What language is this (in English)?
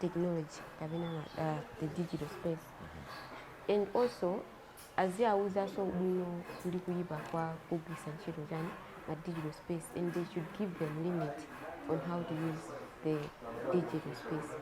Nyanja